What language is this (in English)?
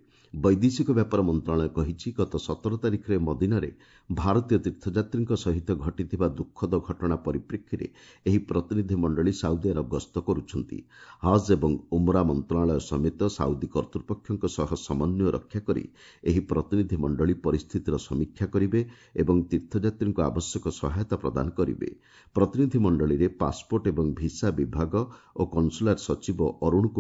Odia